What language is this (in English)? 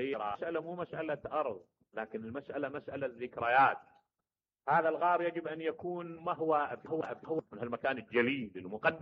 Mesopotamian Arabic